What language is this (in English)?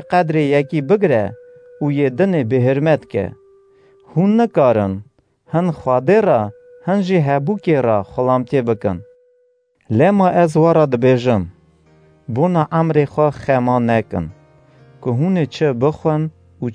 Kurdish